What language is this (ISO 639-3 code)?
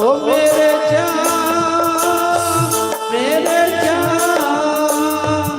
doi